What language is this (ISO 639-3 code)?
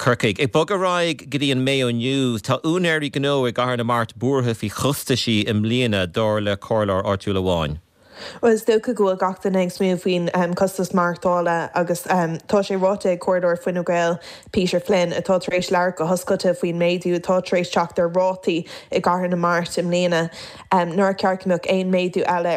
gle